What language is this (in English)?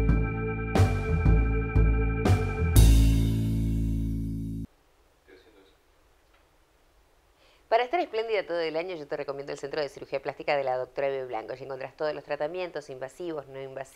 Spanish